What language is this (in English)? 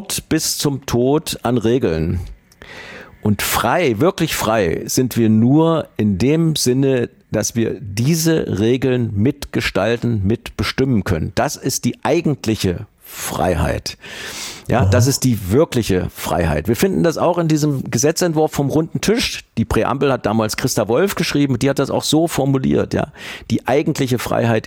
German